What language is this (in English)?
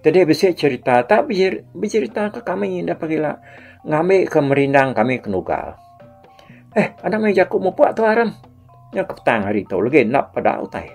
Iban